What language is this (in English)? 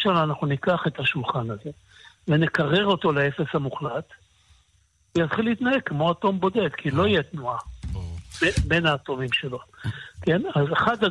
Hebrew